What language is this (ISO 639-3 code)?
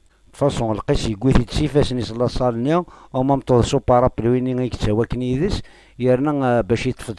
kab